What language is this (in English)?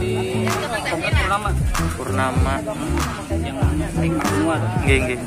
Banjar